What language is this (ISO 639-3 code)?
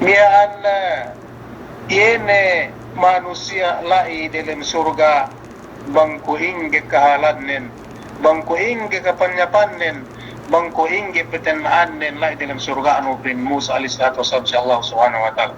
yka